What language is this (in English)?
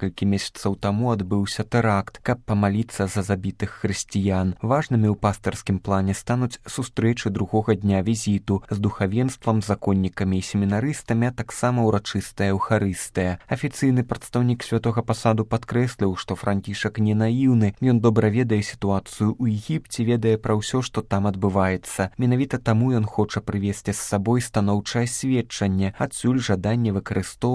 Belarusian